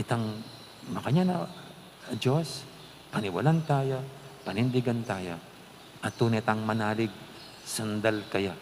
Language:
Pampanga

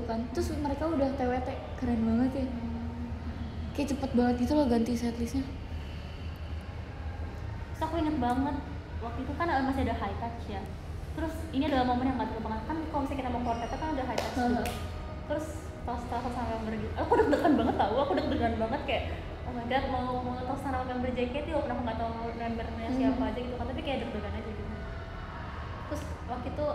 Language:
Indonesian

